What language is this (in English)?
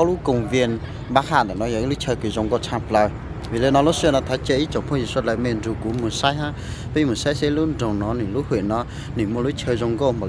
Hmong